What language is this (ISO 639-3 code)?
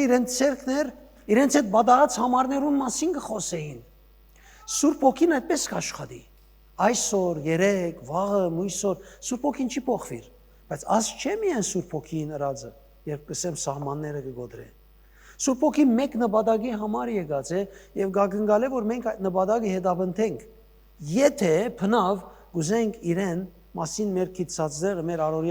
hyw